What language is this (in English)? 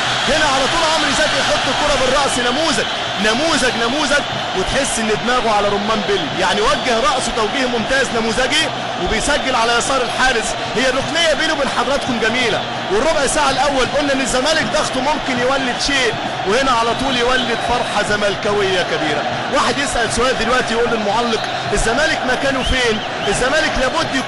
Egyptian Arabic